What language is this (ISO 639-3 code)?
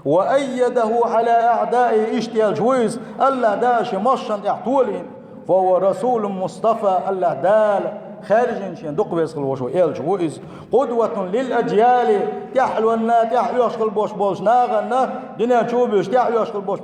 che